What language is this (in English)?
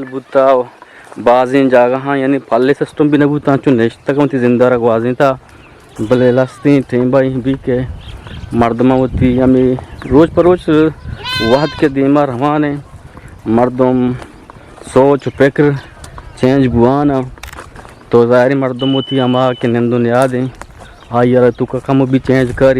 Eastern Balochi